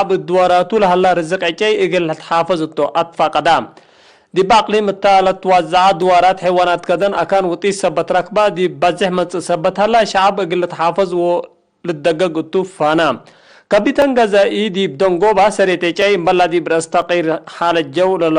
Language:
Tigre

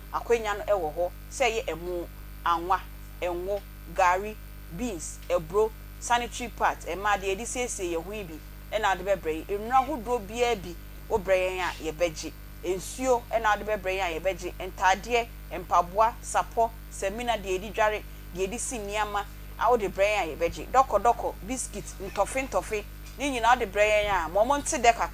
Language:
Akan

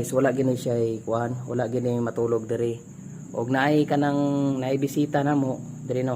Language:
Cebuano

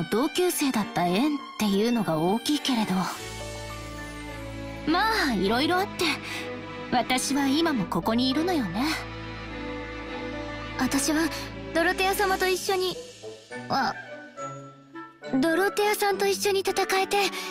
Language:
Japanese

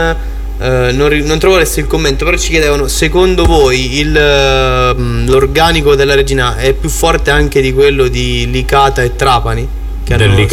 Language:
Italian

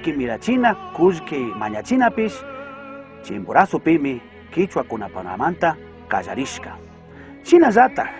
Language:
Chimborazo Highland Quichua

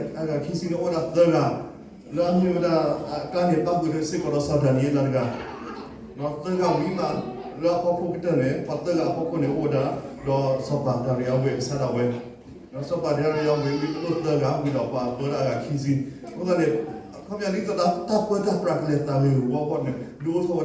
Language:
S'gaw Karen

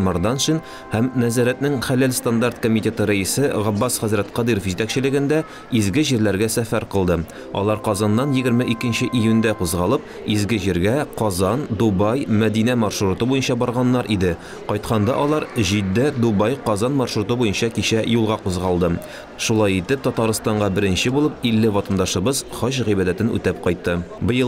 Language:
Tatar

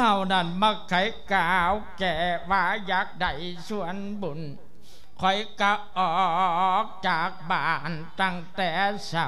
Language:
Lao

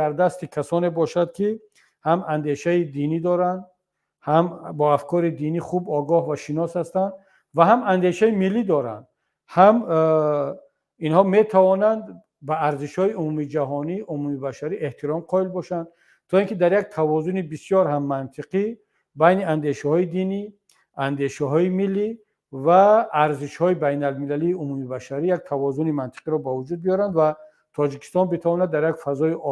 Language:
Tajik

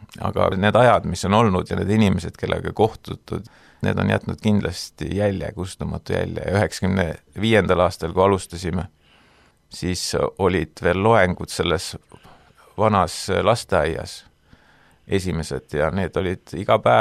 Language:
Estonian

